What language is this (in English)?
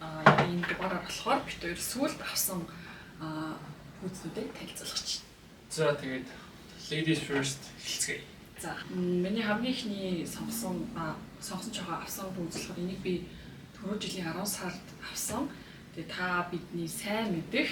Mongolian